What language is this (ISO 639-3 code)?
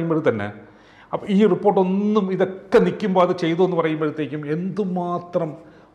mal